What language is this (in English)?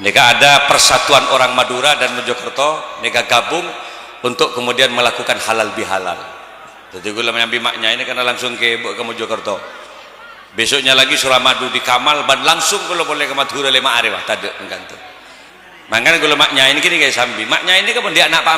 Madurese